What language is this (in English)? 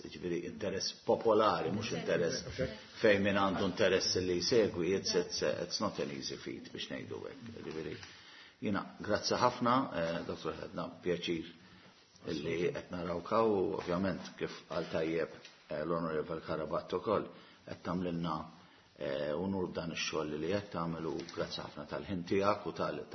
Maltese